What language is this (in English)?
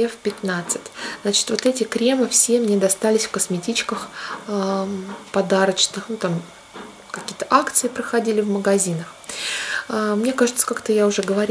Russian